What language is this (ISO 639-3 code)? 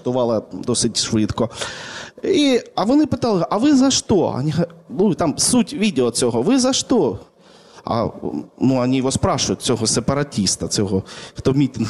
ukr